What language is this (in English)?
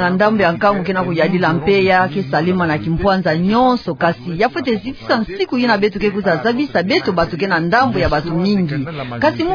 Kituba (Democratic Republic of Congo)